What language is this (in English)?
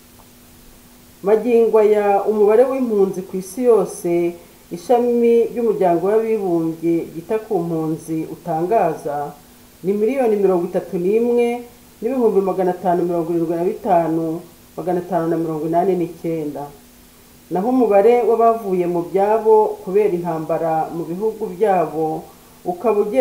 Kinyarwanda